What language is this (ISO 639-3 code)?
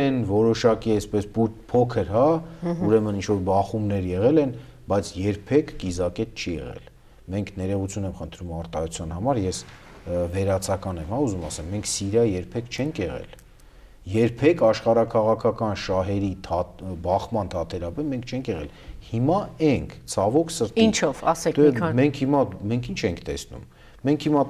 hye